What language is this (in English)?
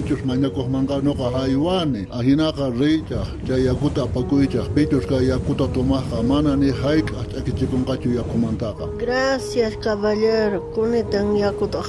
South Bolivian Quechua